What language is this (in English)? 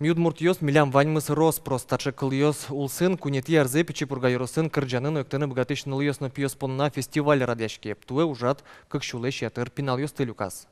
Udmurt